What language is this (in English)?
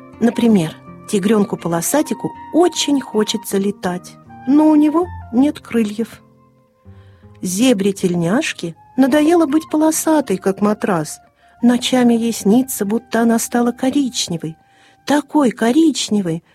Russian